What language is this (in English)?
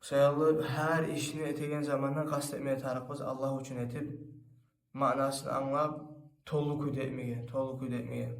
Kumyk